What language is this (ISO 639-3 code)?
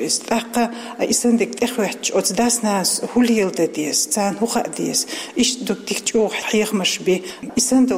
che